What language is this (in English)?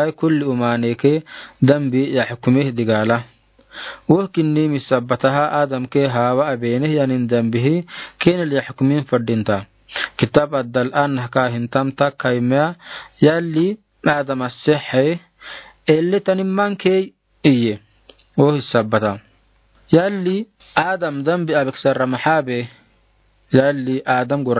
Afar